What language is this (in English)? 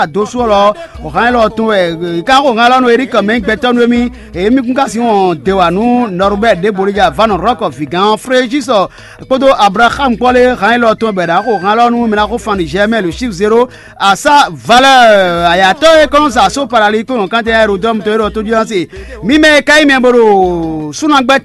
Fon